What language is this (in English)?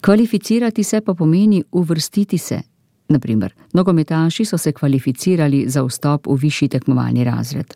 Slovenian